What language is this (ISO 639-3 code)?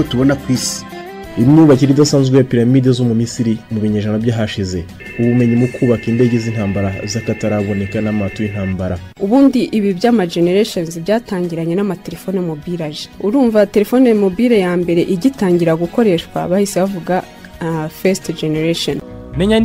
kin